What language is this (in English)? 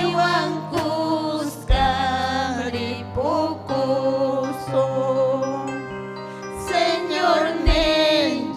Ayacucho Quechua